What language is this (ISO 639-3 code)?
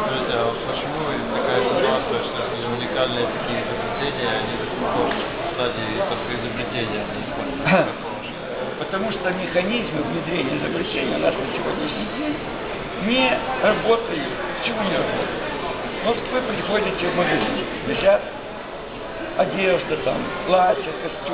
rus